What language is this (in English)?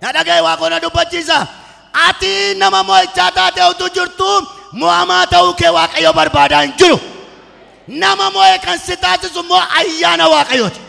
Oromo